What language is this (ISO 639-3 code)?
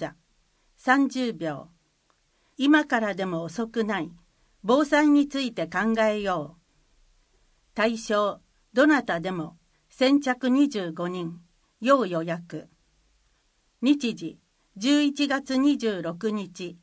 jpn